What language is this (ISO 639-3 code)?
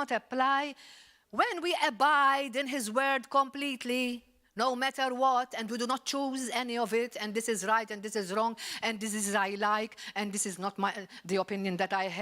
eng